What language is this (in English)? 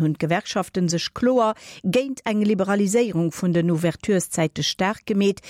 Luxembourgish